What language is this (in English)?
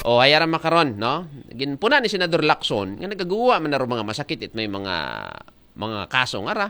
Aklanon